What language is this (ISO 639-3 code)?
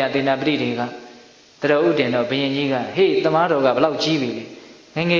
mya